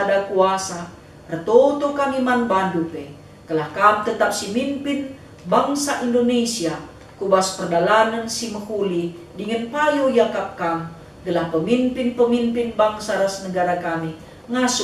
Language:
Batak Karo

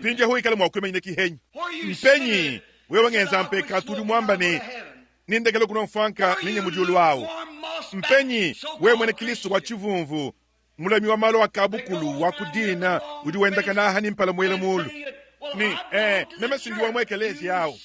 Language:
Luba-Lulua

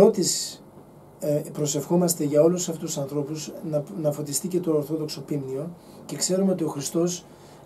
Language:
Greek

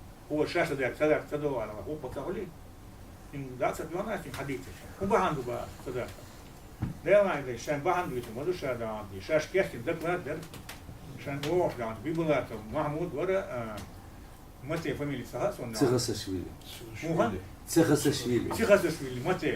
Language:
Chechen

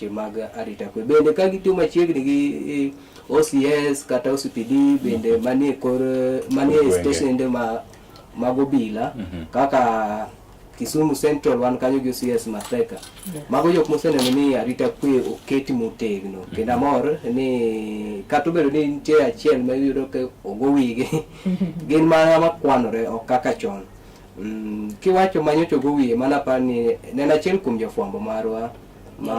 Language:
Luo (Kenya and Tanzania)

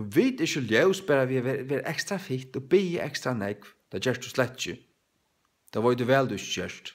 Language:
Faroese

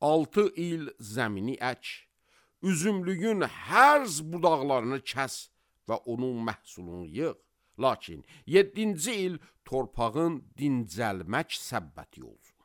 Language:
Azerbaijani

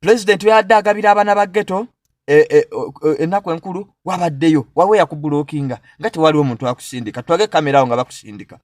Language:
Ganda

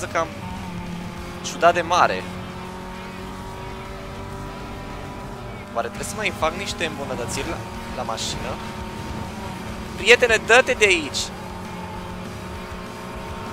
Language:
Romanian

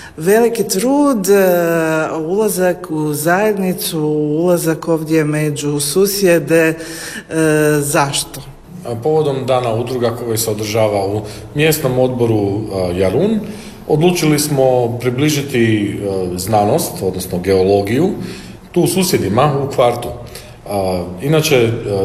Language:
Croatian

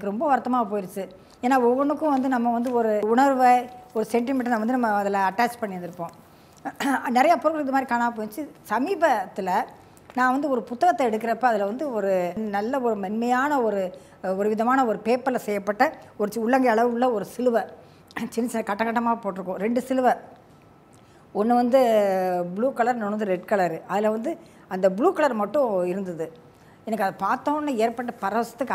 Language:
Tamil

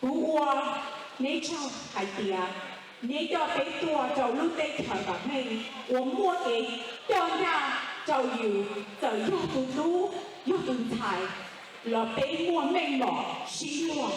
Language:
Hmong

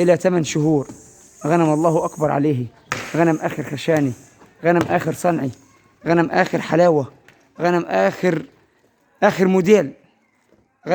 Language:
Egyptian Arabic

